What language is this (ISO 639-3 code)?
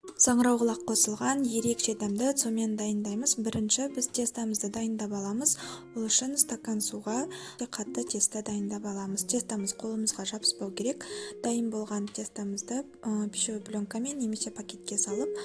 kaz